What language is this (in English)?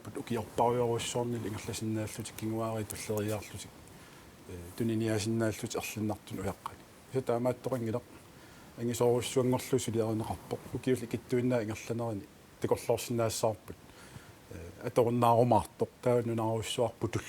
Kalaallisut